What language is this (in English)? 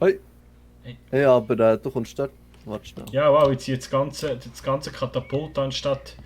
Swiss German